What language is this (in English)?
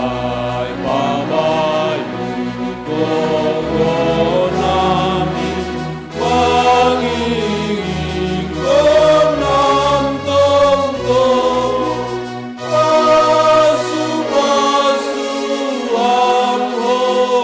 Batak Simalungun